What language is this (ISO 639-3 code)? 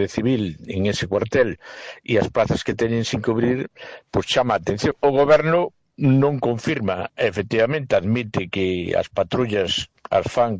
glg